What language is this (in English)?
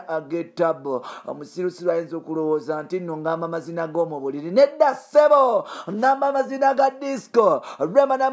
Ganda